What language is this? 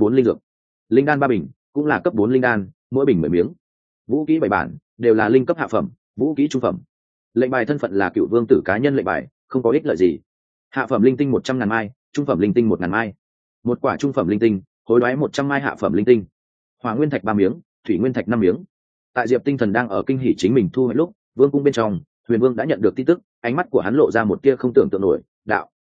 Vietnamese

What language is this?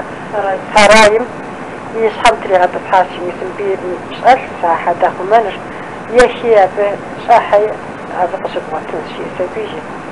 Kabardian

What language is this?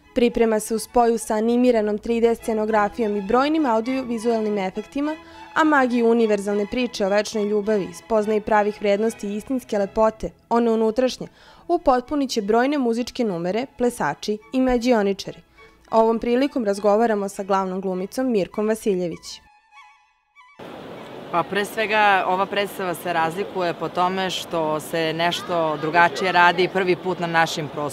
Serbian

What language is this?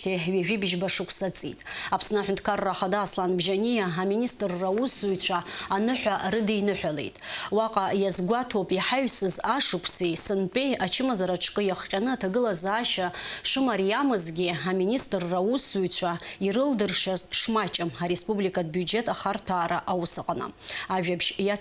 Abkhazian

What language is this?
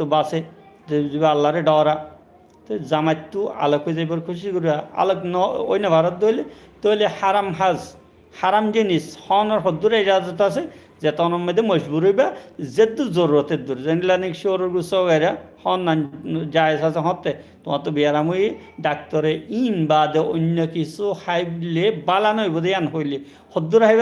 Rohingya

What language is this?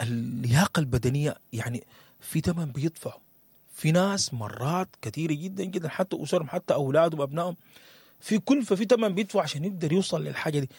Sudanese Arabic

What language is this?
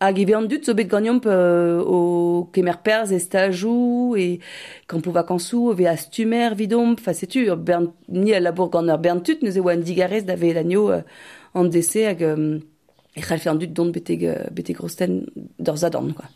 Breton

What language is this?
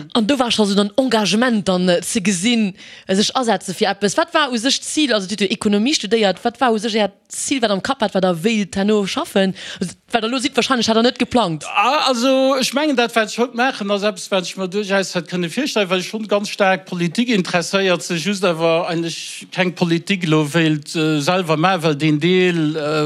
Luxembourgish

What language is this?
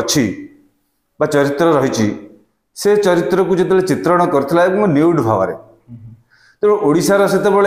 Odia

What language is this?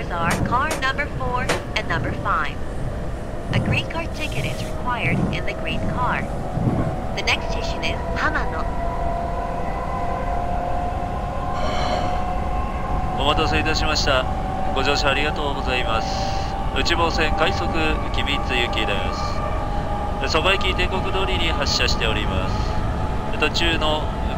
Japanese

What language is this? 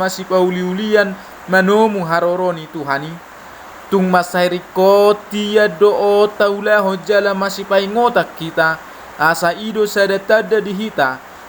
Batak Toba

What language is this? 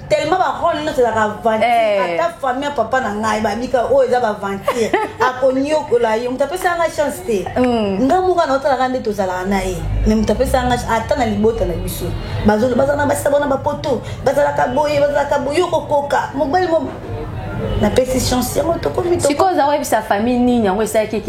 Lingala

